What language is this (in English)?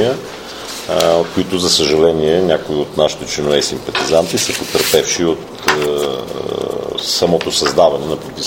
Bulgarian